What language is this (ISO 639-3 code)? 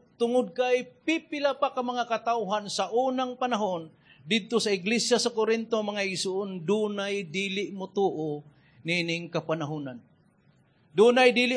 ceb